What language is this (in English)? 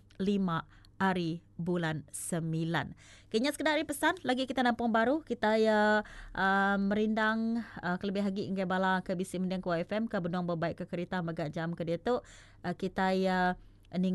Iban